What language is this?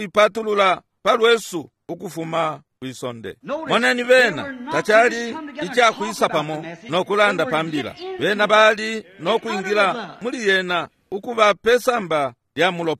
Bemba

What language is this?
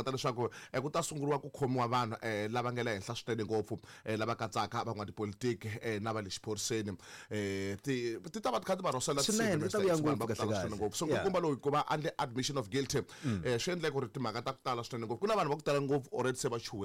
Tsonga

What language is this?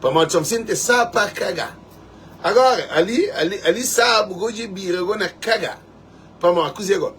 Kabuverdianu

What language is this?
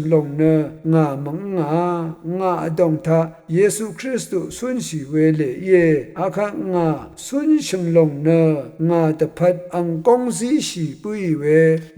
Rawang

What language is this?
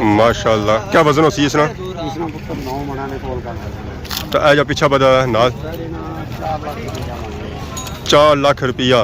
Pahari-Potwari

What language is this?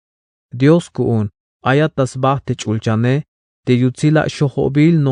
Tzeltal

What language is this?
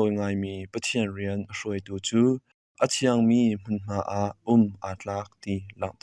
Hakha Chin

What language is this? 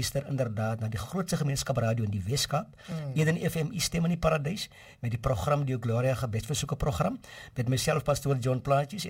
Afrikaans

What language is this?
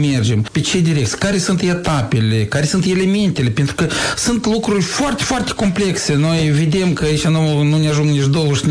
Romanian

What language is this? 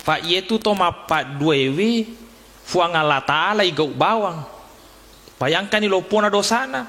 Buginese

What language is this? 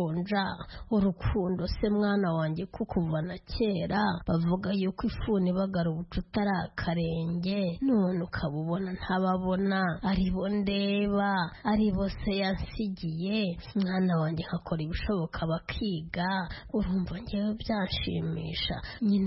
Kinyarwanda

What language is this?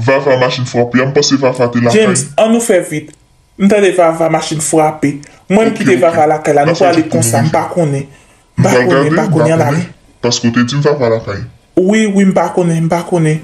Haitian Creole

